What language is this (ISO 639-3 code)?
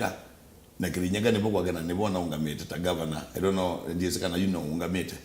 kam